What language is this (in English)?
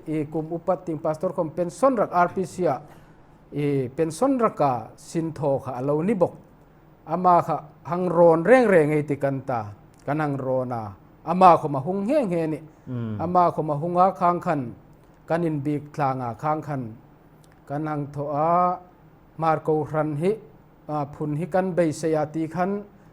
Hmar